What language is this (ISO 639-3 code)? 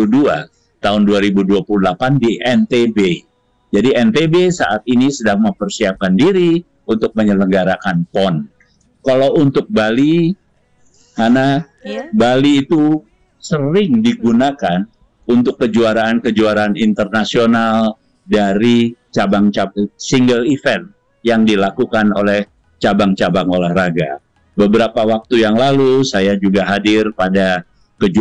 ind